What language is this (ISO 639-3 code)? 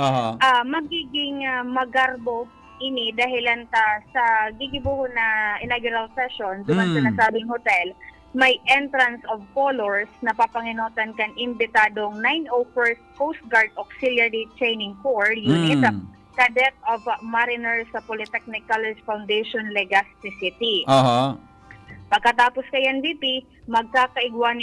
bik